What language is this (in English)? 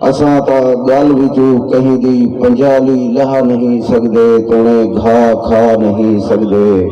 Saraiki